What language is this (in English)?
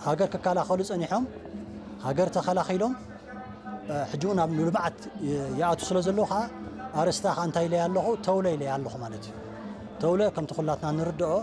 Tigrinya